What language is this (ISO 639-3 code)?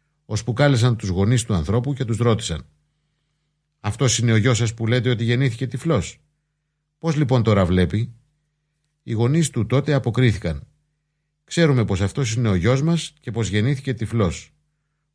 ell